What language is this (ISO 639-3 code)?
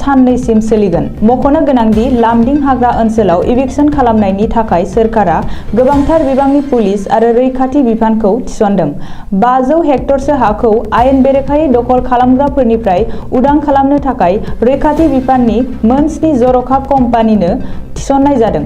brx